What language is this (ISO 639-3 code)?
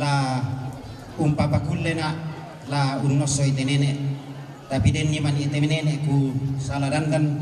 sda